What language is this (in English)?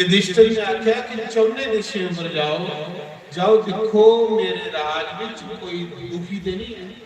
Dogri